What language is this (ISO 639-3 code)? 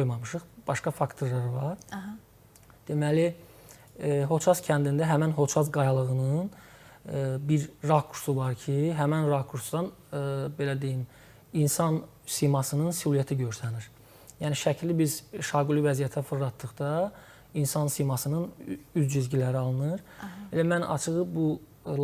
aze